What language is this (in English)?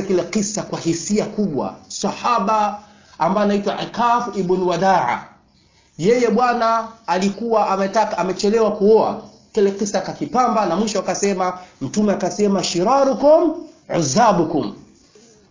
Swahili